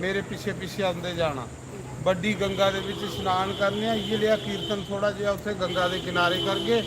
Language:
Dogri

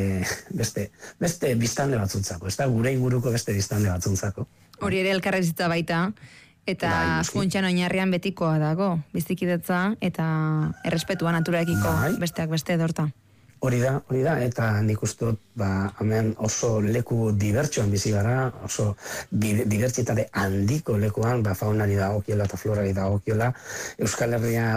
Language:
Basque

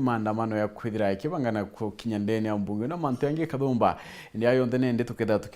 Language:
Meru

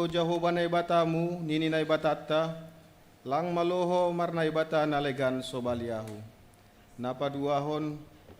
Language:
Batak Simalungun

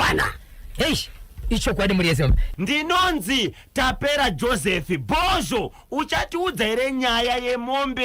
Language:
Shona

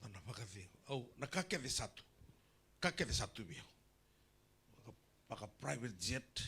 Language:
Fijian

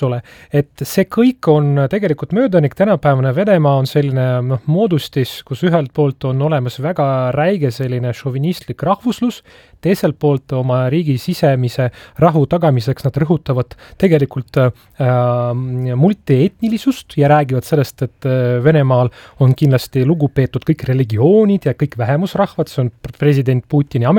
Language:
Estonian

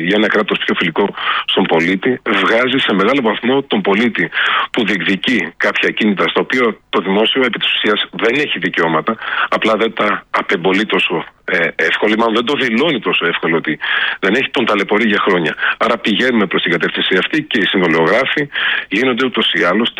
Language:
Greek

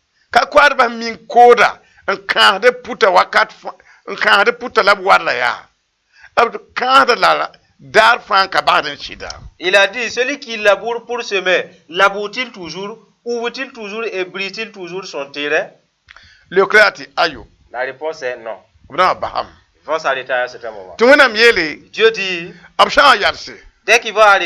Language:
Mossi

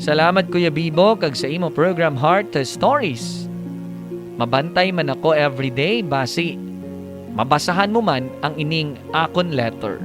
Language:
Hiligaynon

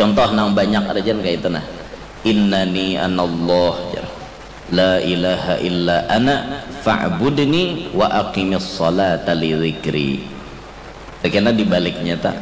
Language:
Banjar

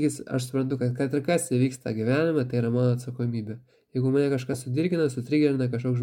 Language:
Lithuanian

